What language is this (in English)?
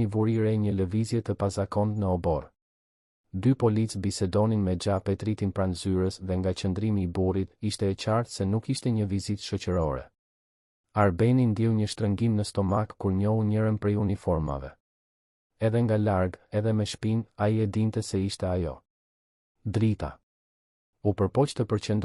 Albanian